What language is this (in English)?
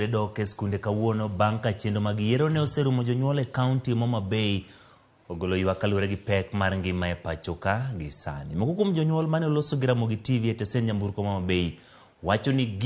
Luo (Kenya and Tanzania)